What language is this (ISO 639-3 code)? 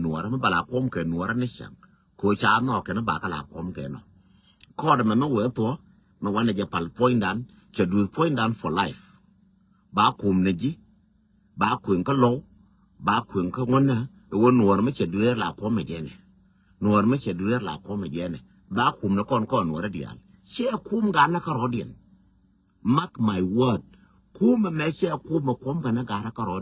nus